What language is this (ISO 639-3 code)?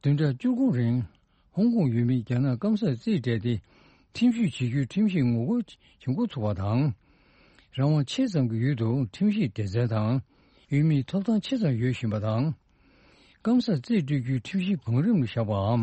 bod